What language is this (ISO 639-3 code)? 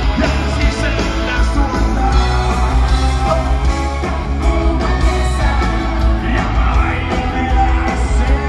fin